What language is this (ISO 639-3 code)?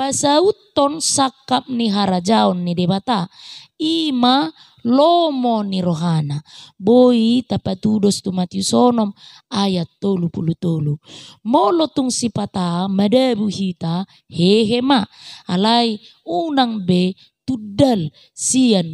bbc